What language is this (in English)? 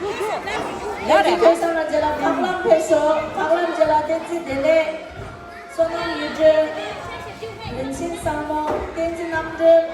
Tibetan